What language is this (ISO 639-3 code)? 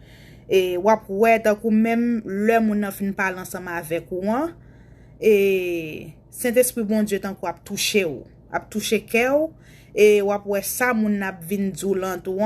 hat